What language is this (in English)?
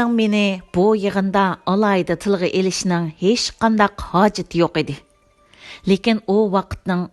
Uyghur